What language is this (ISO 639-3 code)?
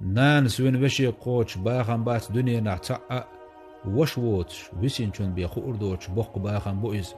che